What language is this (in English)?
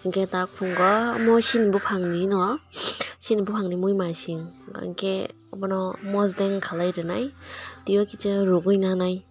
Kok Borok